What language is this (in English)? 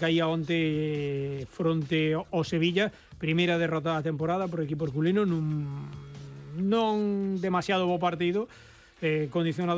Galician